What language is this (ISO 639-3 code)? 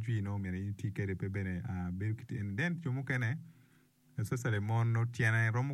ach